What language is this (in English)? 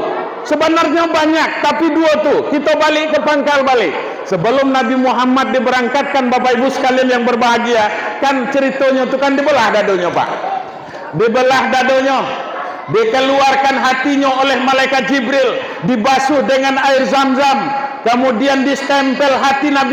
Minangkabau